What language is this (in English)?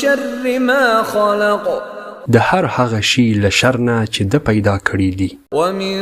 Pashto